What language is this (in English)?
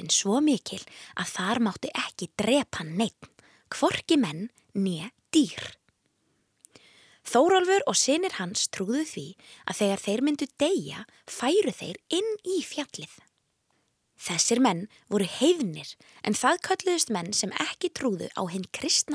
Icelandic